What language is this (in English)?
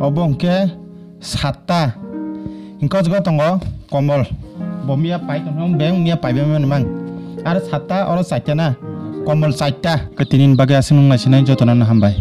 Kok Borok